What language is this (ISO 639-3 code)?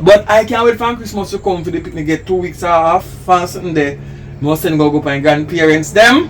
jam